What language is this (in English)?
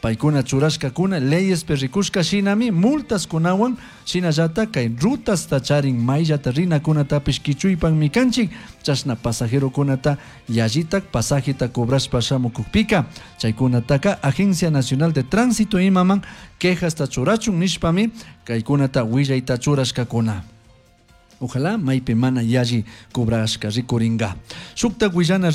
Chimborazo Highland Quichua